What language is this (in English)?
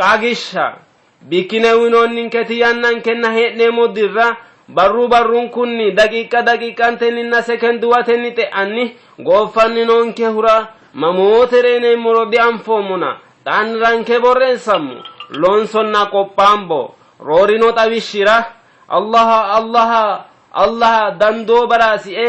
Sidamo